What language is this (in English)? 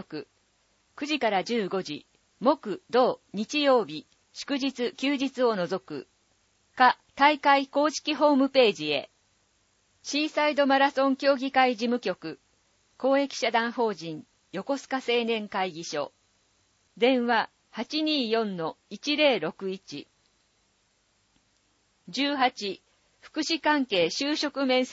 Japanese